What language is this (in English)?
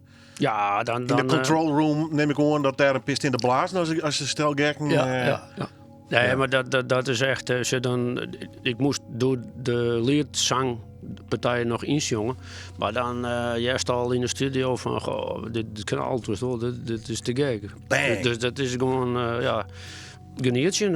Western Frisian